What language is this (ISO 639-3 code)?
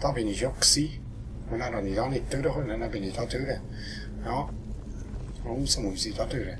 gsw